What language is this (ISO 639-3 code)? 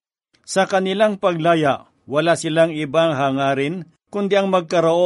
fil